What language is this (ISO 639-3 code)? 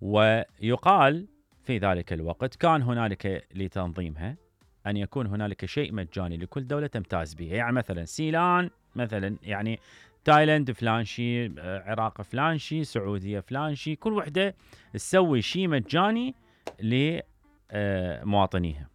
acm